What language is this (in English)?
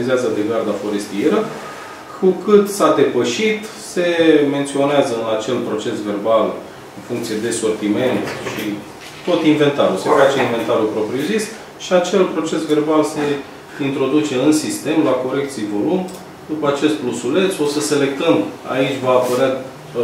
Romanian